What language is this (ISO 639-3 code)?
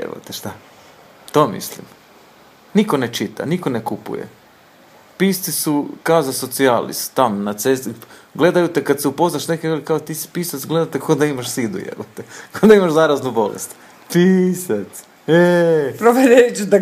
hrv